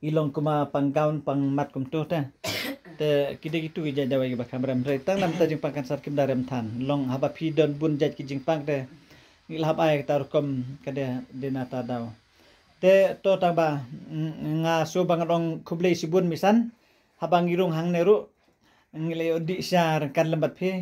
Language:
Khasi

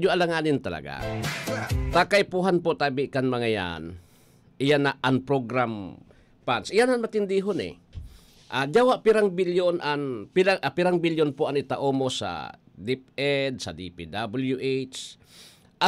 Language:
Bikol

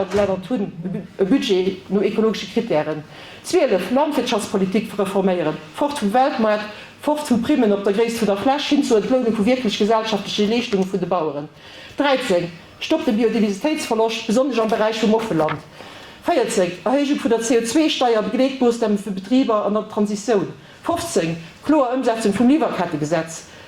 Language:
Luxembourgish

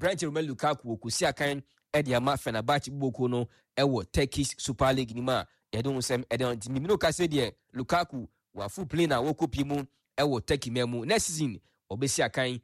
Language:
Akan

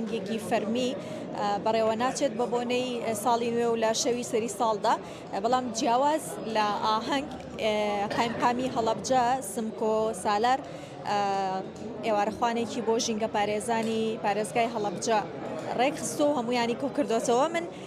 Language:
Central Kurdish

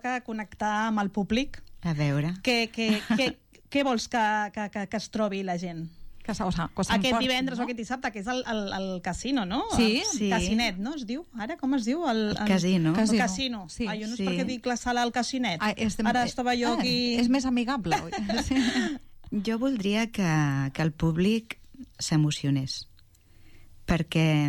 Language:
Catalan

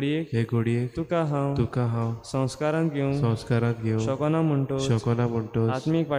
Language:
Konkani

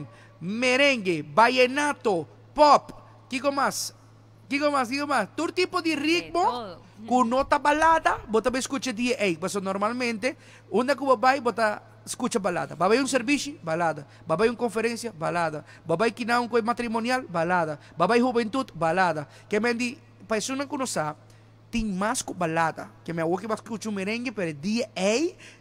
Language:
Papiamento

